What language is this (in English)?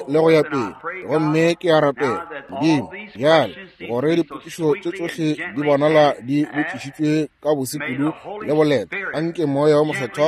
Northern Sotho